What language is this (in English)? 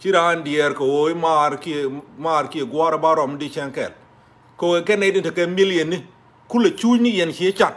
Nuer